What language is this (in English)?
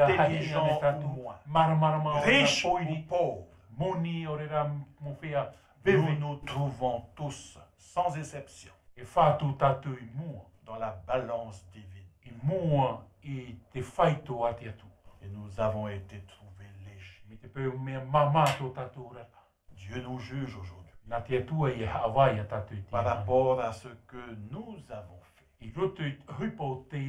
Tahitian